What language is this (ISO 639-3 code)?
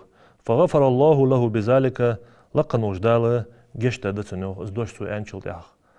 inh